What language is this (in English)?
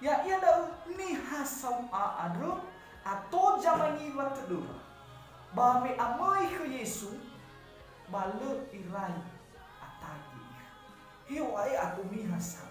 Nias